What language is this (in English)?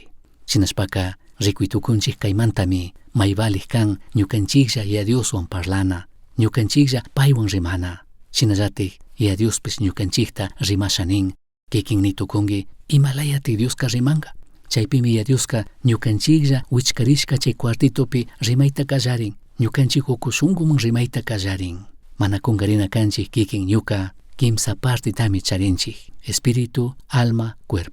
Chimborazo Highland Quichua